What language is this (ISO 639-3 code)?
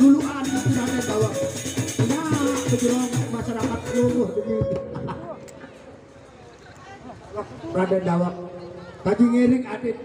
sas